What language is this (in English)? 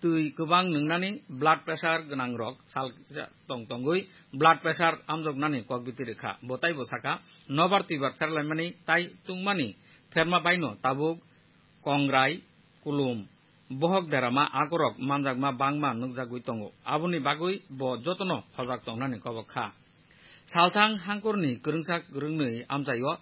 Kok Borok